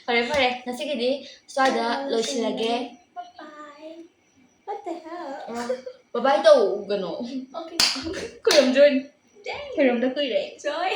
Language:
Manipuri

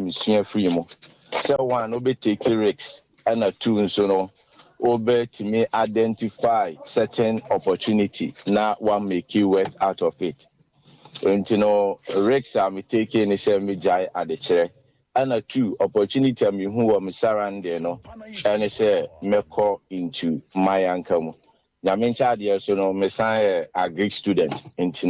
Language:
Akan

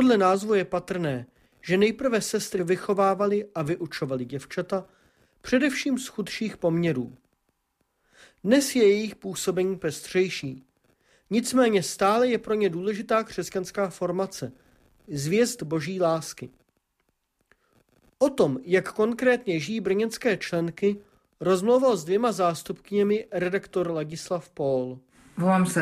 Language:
Czech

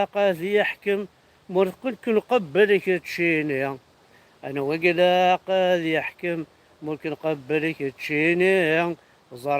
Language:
Kabyle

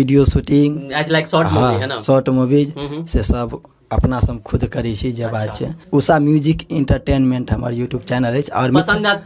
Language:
Maithili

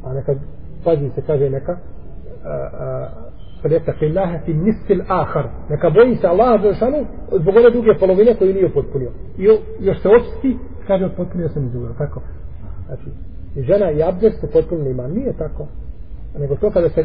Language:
Bosnian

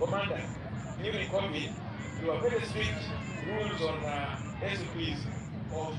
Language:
Acoli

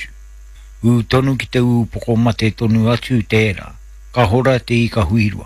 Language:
Māori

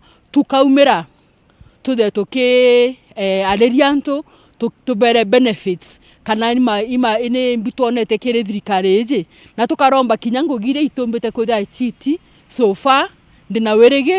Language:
Meru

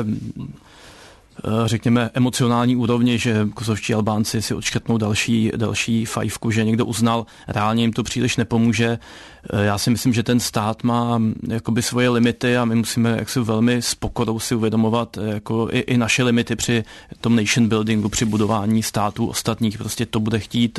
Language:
Czech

